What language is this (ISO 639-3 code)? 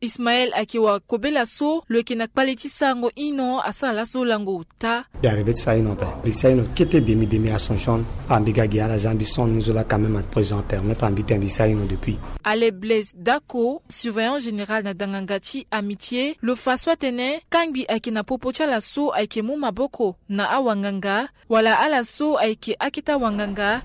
sag